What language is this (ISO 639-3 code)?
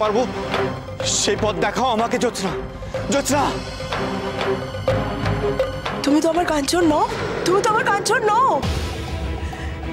ben